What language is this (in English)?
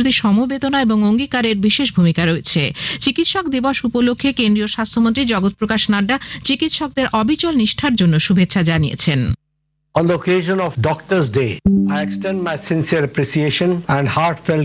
Bangla